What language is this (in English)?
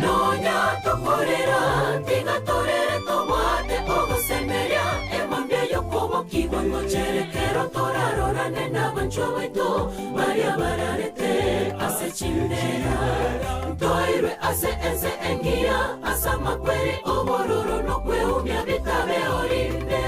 Gusii